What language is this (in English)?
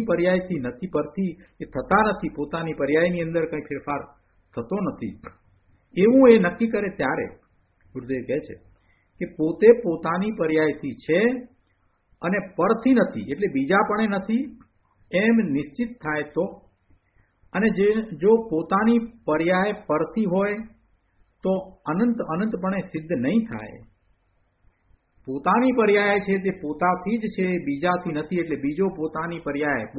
Gujarati